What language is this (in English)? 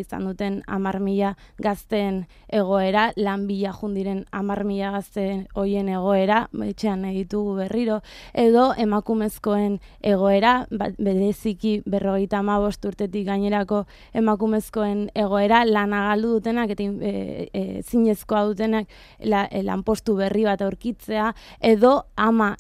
Basque